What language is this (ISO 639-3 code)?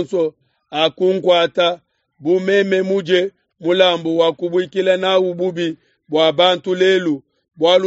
lua